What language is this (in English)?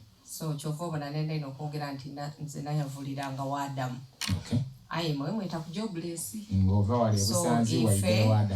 Soga